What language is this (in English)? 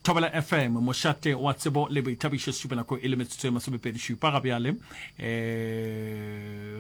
Northern Sotho